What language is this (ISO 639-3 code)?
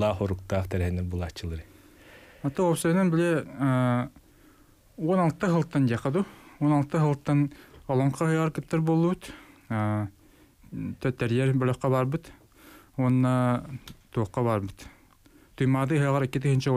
sah